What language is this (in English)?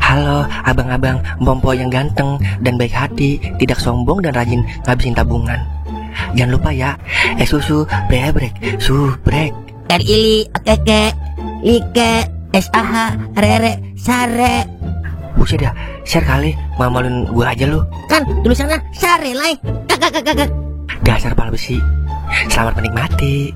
Betawi